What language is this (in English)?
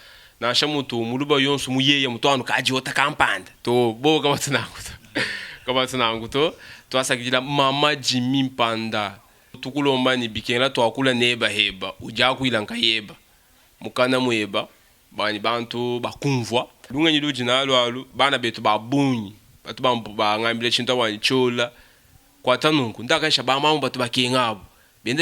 Luba-Lulua